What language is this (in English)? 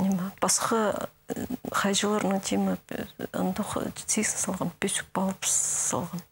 Khakas